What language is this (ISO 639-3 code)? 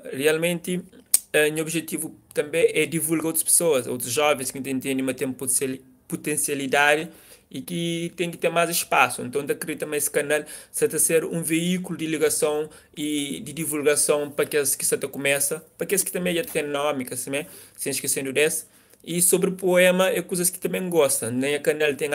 kea